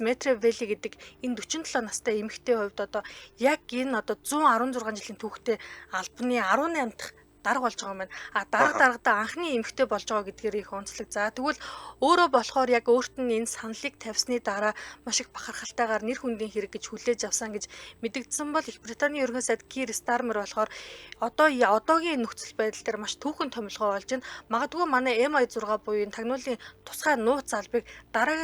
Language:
Mongolian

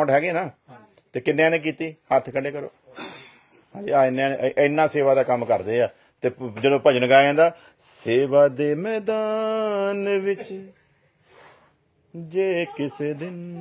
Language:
Punjabi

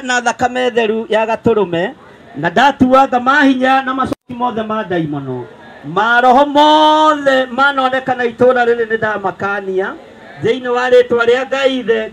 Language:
Kikuyu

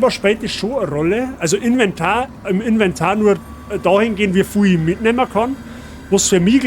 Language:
Bavarian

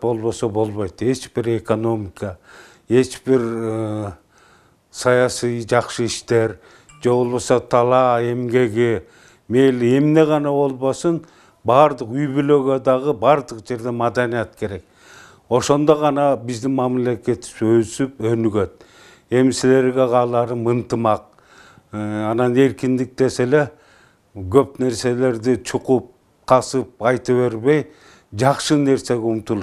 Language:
Kyrgyz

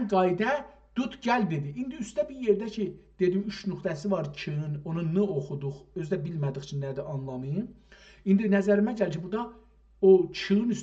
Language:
South Azerbaijani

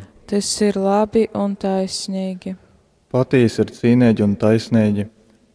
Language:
Latgalian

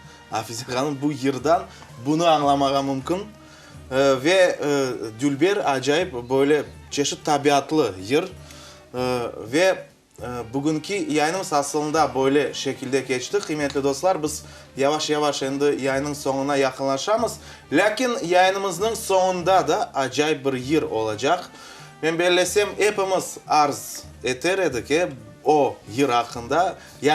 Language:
Crimean Tatar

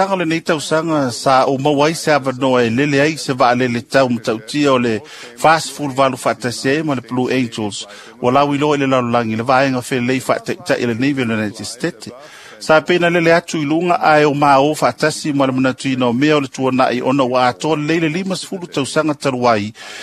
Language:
Samoan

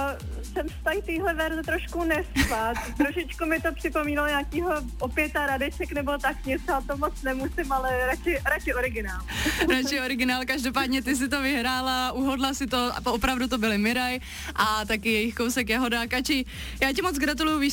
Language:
Czech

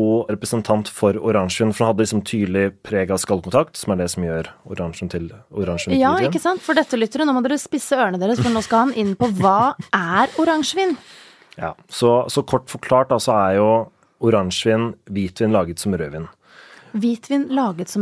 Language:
Norwegian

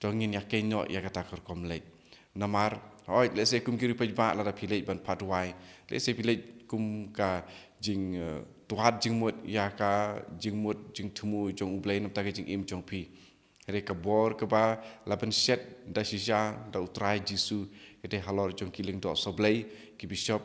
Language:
Khasi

